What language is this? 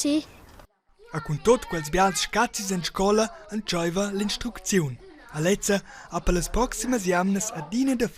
Romansh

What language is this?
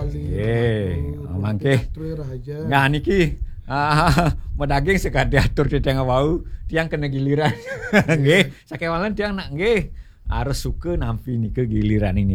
Balinese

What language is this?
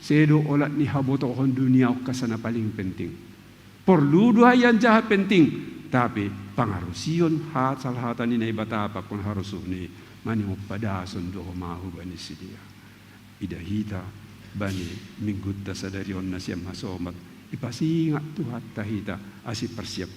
Batak Simalungun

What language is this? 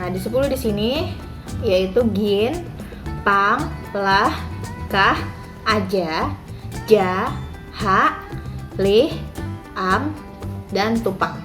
Banjar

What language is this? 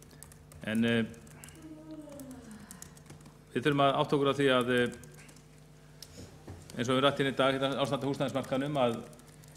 Icelandic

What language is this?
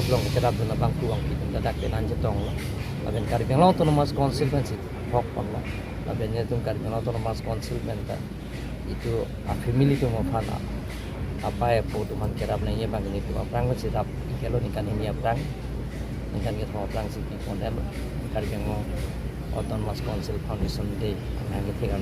Karbi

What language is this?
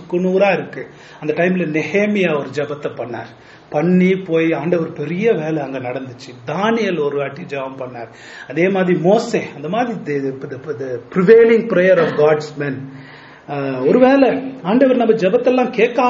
Tamil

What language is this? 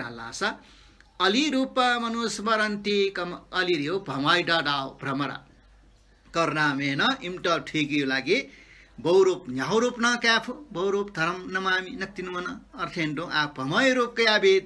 Newari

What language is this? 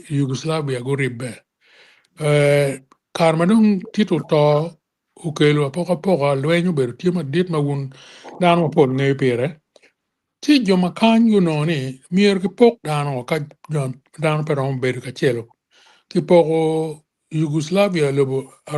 Acoli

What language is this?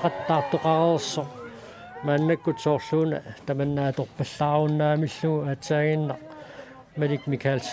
Kalaallisut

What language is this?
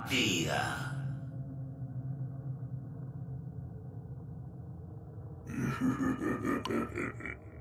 Spanish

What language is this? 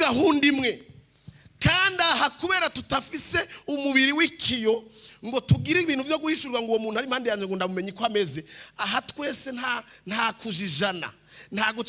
Rundi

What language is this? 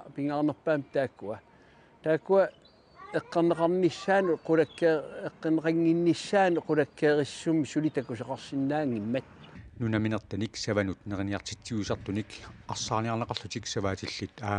Kalaallisut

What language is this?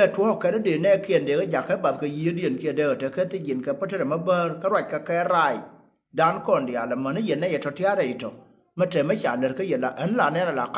Nuer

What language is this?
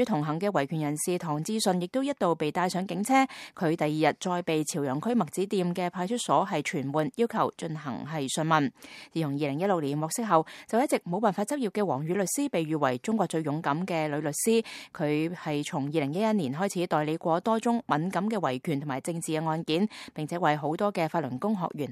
Cantonese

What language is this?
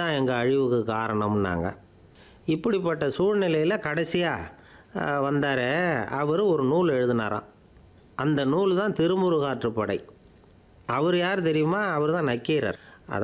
Tamil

